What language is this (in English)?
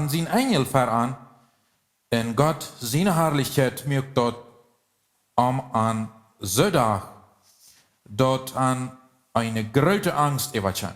Plautdietsch